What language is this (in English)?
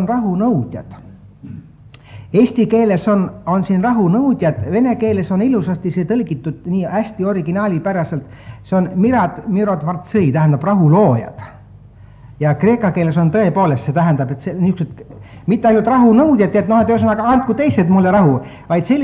Estonian